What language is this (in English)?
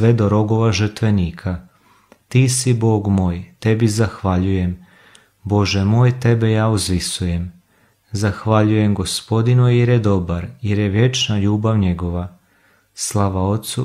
Croatian